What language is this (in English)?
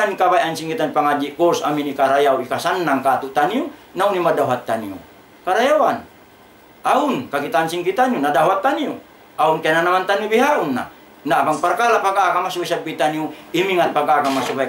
Tausug